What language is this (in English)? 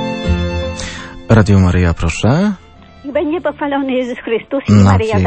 Polish